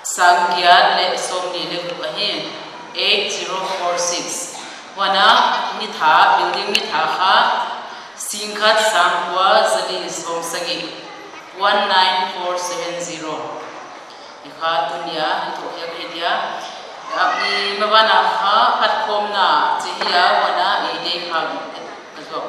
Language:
Paite Chin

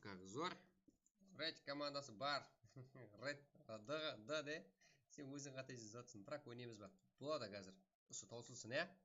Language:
Kara-Kalpak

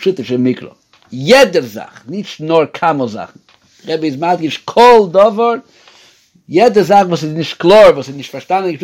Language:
Yiddish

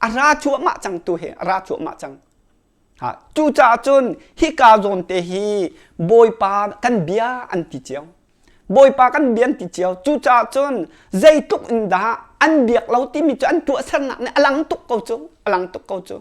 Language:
Hakha Chin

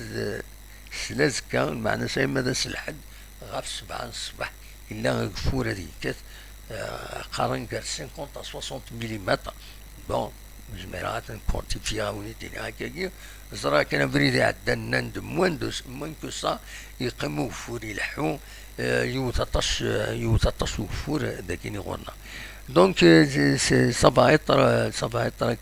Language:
Kabyle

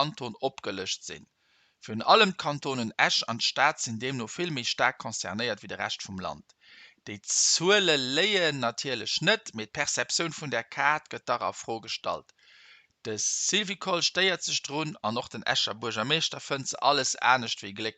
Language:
Luxembourgish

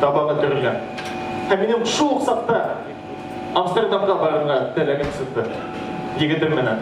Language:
Bashkir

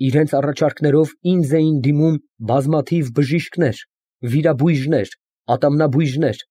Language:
Armenian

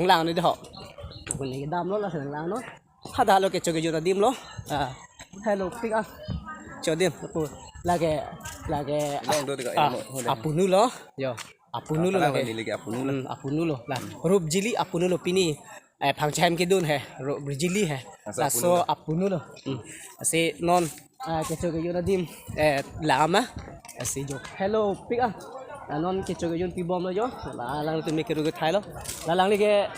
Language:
Karbi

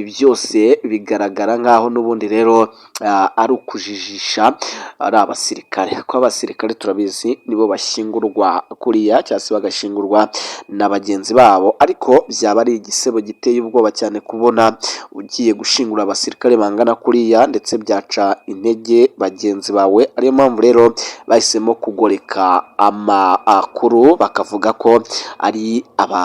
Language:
Kinyarwanda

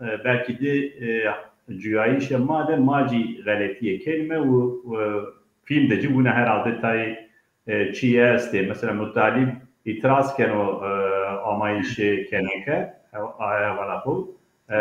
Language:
Zaza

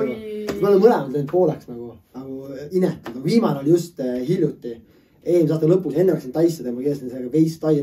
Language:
Estonian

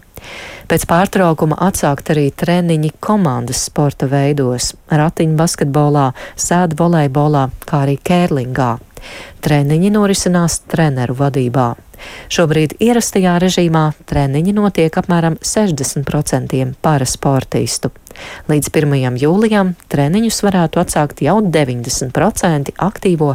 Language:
Latvian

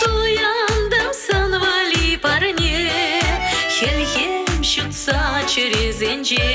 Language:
Chuvash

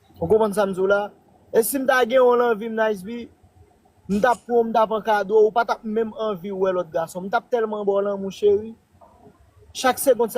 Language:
Haitian Creole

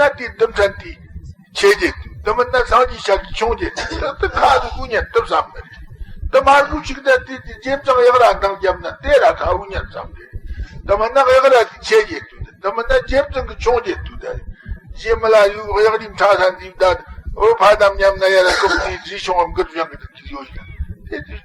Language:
Tibetan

